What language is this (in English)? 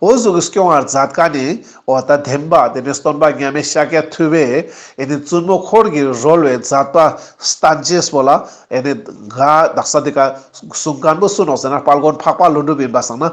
Ladakhi